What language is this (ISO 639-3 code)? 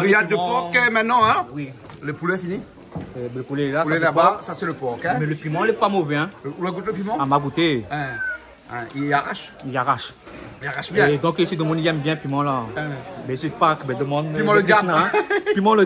rcf